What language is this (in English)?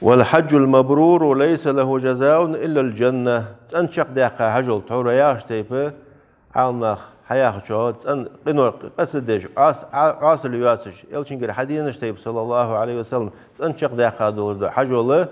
Ingush